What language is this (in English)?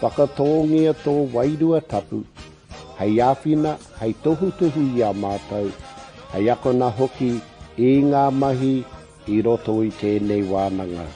Māori